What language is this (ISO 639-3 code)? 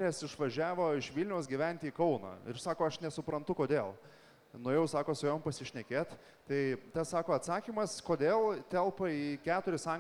lit